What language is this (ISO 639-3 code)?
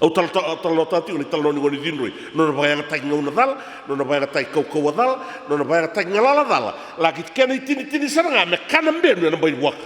fij